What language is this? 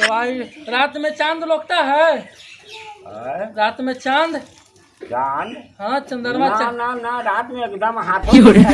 Magahi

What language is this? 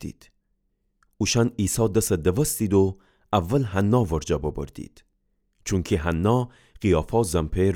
Gilaki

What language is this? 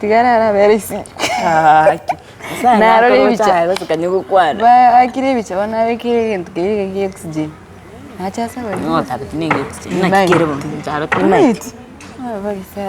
Gusii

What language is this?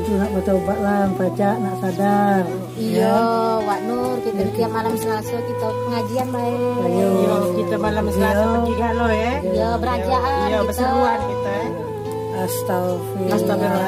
Musi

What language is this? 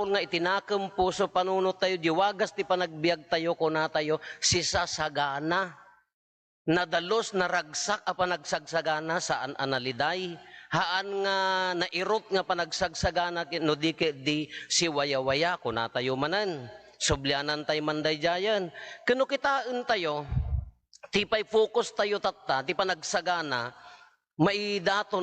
Iloko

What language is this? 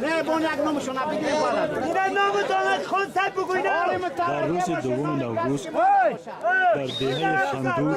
Persian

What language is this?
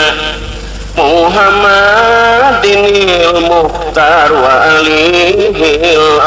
Sundanese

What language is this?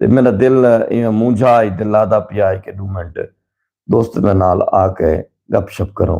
Saraiki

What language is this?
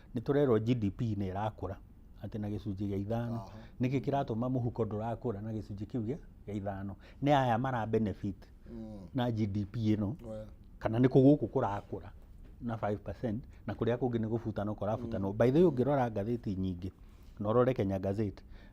Kikuyu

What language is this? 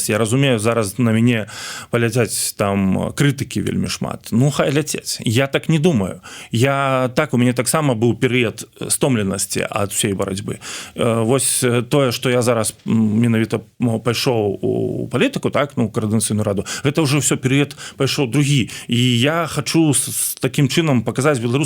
Belarusian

